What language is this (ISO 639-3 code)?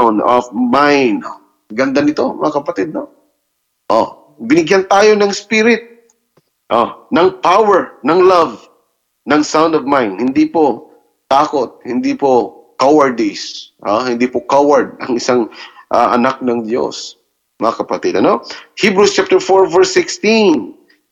fil